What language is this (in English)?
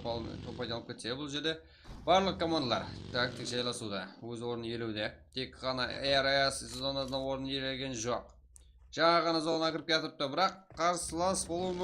Kara-Kalpak